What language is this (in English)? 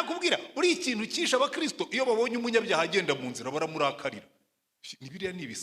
Kinyarwanda